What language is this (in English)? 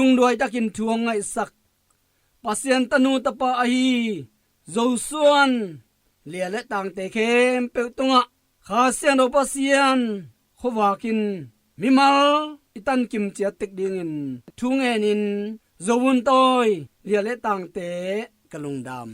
Tedim Chin